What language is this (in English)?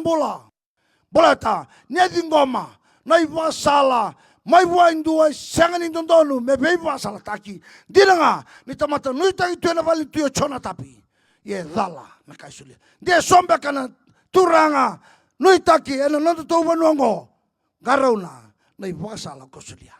Fijian